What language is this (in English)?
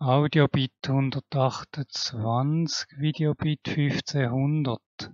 Swiss German